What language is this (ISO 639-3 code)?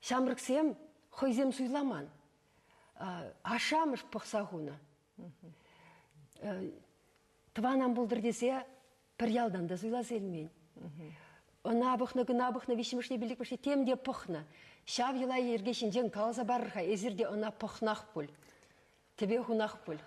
chv